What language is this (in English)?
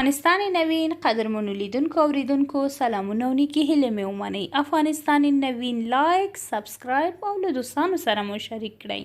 Pashto